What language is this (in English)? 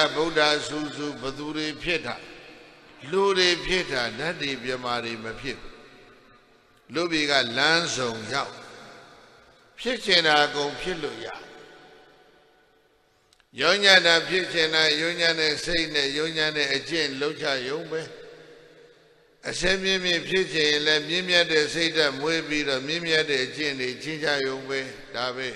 Burmese